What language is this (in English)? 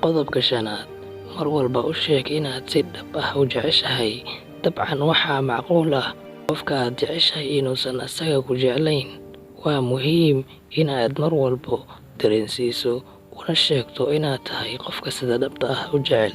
Somali